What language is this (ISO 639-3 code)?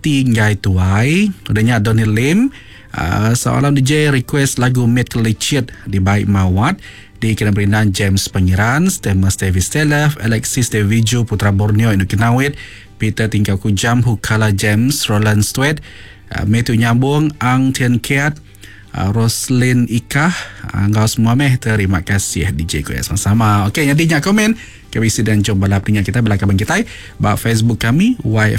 iba